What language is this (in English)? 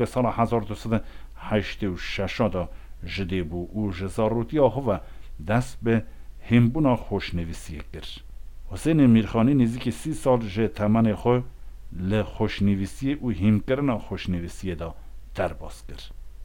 Kurdish